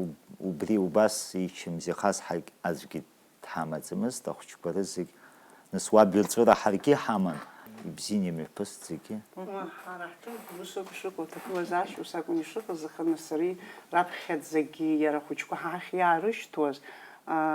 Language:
Abkhazian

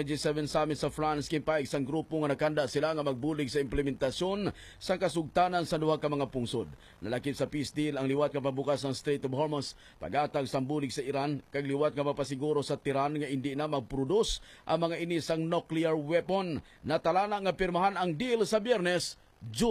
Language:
Hiligaynon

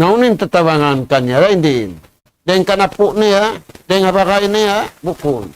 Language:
Tausug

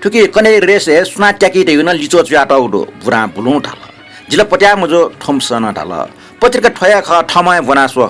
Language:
Newari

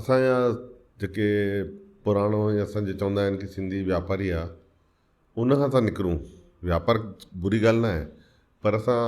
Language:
Sindhi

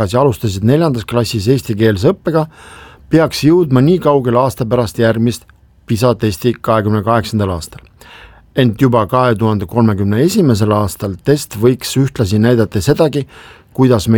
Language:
Estonian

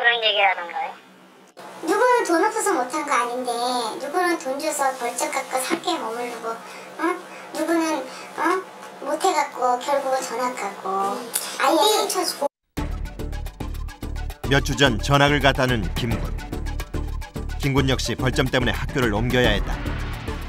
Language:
Korean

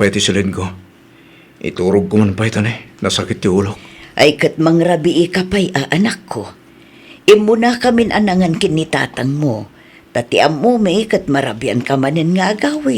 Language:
Iloko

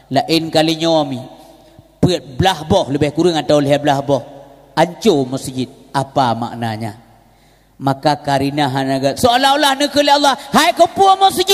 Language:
Achinese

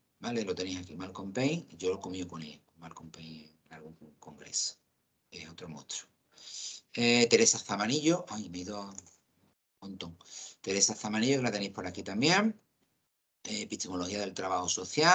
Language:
Spanish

